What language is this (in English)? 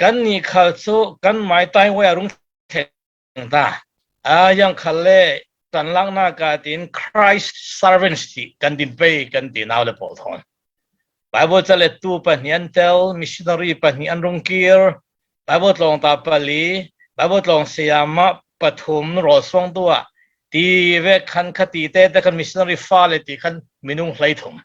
Falam Chin